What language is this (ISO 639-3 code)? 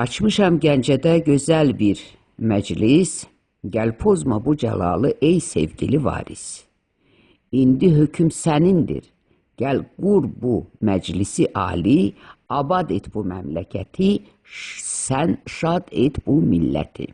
aze